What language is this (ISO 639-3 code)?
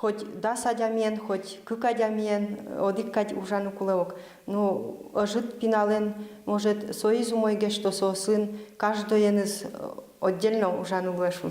udm